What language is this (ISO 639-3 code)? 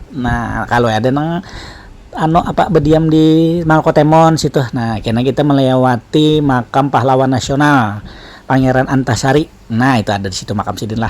bjn